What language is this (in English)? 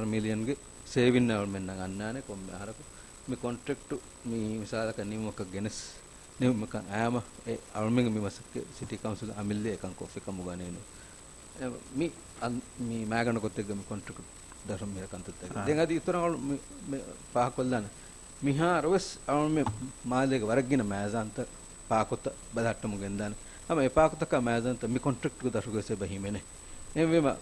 Divehi